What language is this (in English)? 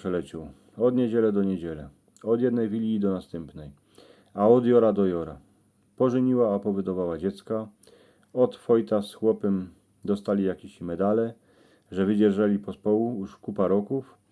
Silesian